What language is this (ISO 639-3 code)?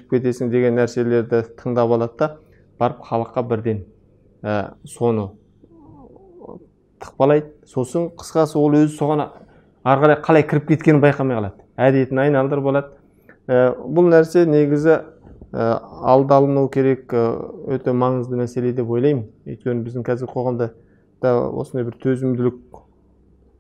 kaz